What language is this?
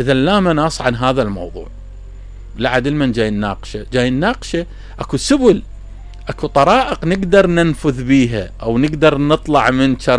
Mesopotamian Arabic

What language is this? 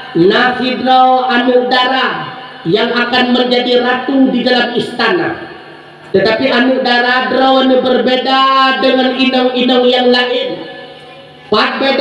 Achinese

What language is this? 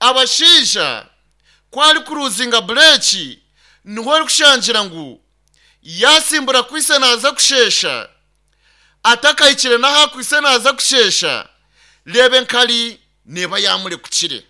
Nyankole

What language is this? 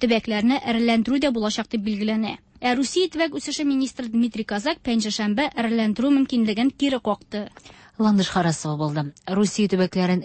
Tatar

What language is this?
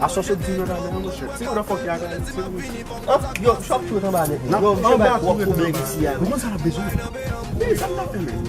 Haitian Creole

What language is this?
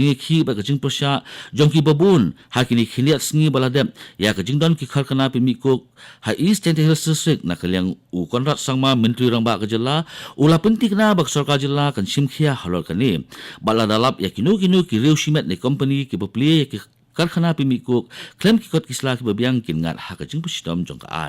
Khasi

